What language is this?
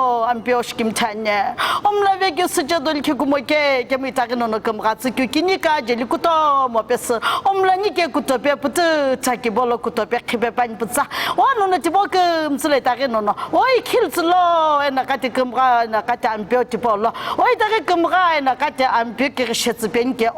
Sumi Naga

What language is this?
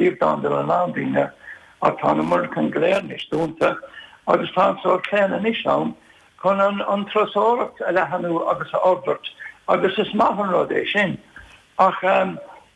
Irish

